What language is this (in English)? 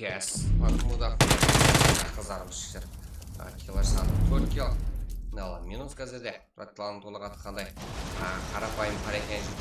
Kara-Kalpak